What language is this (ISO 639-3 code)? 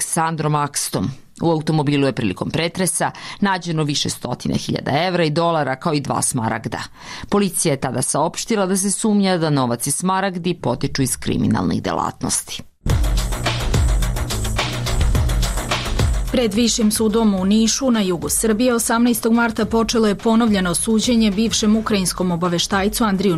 srp